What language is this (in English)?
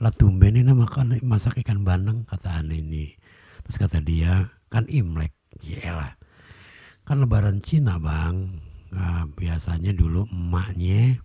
Betawi